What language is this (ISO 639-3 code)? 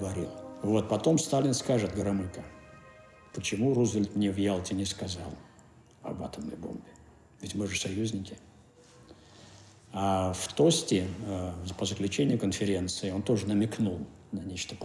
rus